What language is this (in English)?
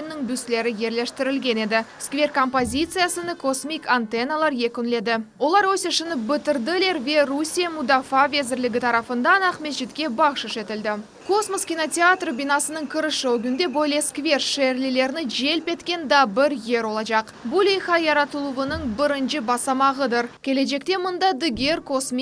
Crimean Tatar